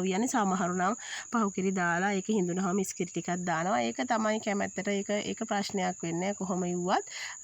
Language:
Sinhala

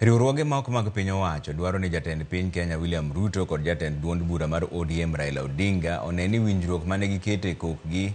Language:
Luo (Kenya and Tanzania)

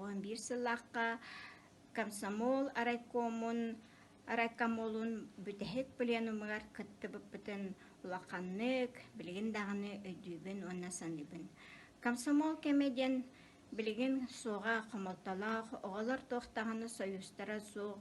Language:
Yakut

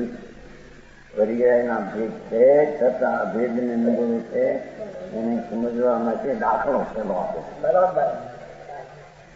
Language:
Gujarati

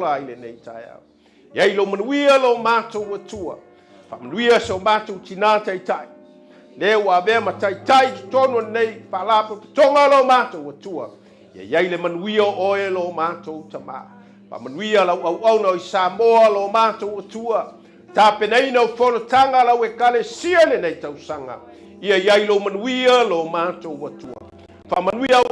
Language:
Samoan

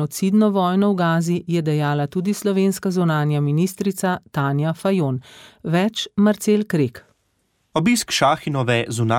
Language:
Slovenian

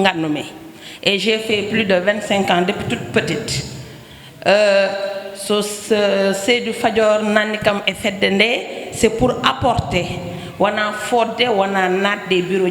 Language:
Fula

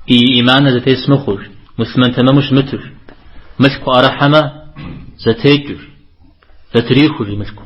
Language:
Kabardian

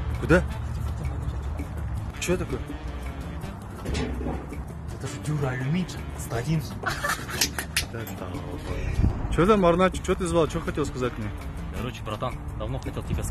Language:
Russian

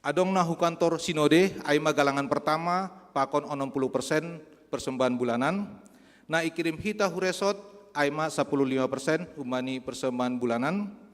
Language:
Batak Simalungun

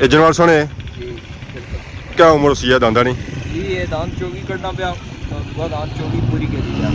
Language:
Pahari-Potwari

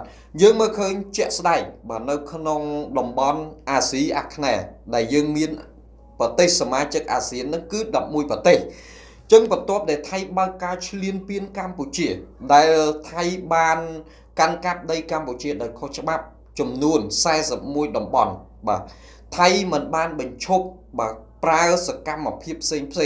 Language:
Khmer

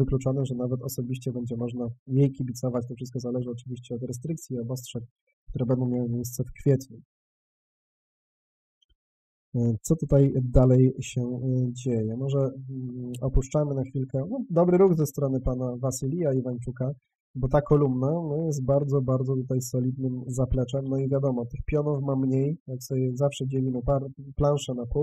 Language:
Polish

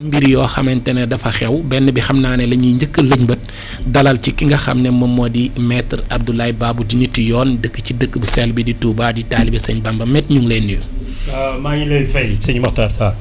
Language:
Wolof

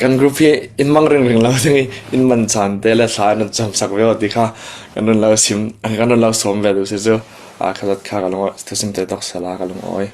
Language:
Falam Chin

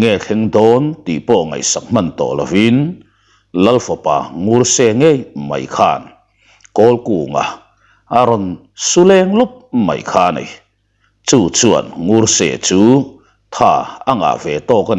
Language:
Mizo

